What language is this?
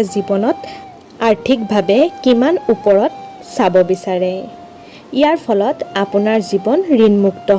Assamese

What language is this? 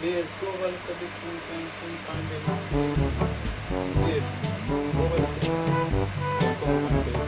Jamaican Creole English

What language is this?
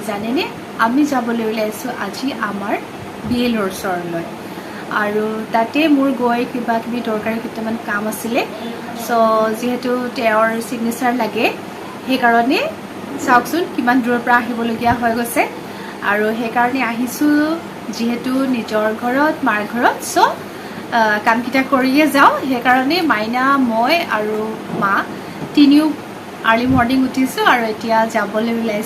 Assamese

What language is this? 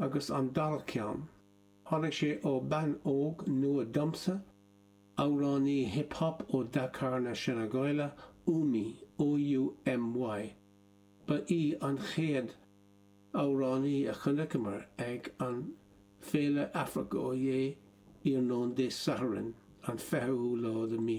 Irish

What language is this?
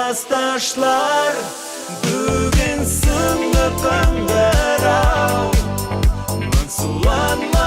Bashkir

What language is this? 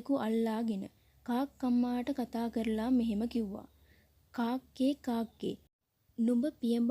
Sinhala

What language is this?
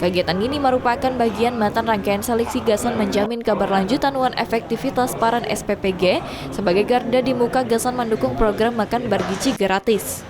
Banjar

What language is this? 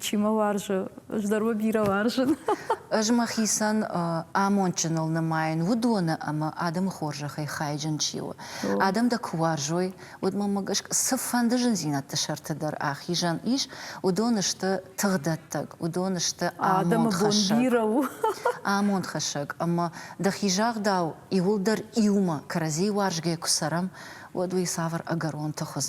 Ossetic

